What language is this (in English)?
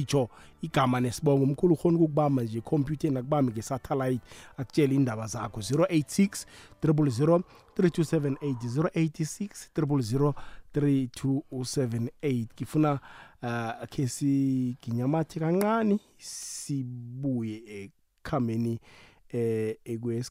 South Ndebele